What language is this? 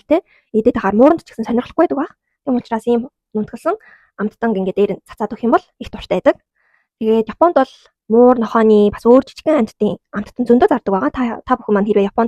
Mongolian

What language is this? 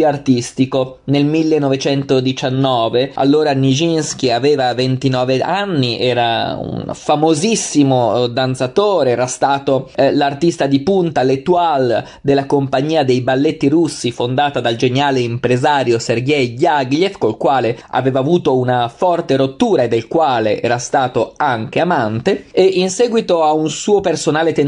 Italian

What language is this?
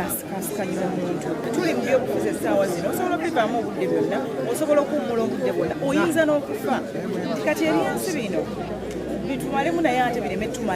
Ganda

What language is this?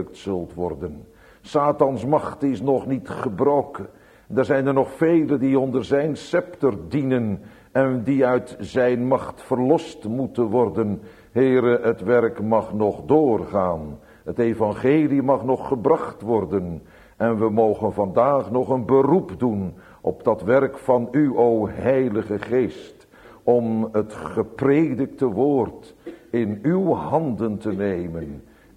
Dutch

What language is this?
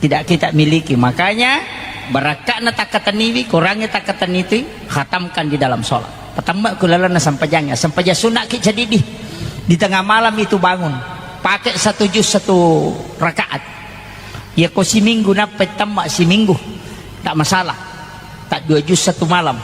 Buginese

